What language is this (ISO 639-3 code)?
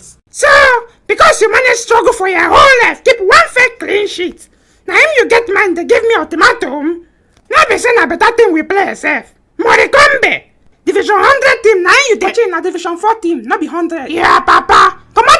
pcm